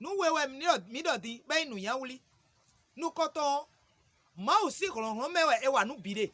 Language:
Fon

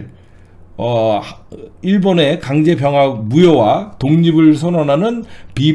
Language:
Korean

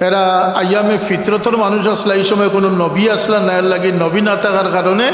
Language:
Sylheti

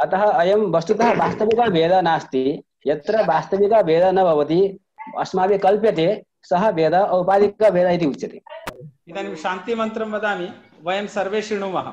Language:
Sanskrit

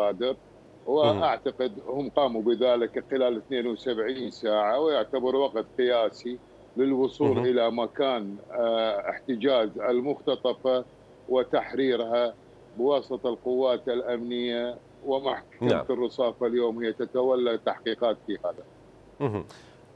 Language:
Mesopotamian Arabic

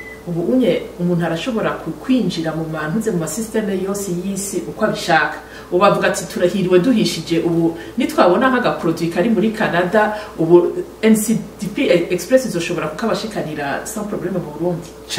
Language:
Rundi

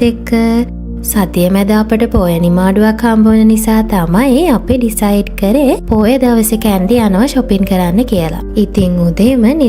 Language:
Sinhala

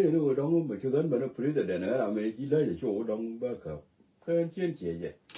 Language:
Nuer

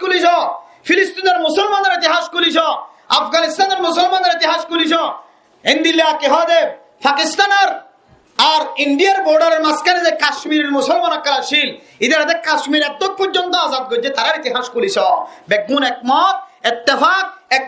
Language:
Rohingya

